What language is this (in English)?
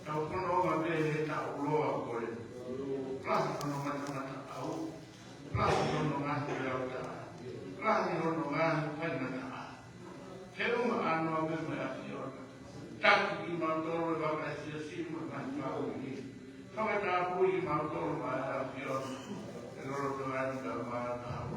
Tongan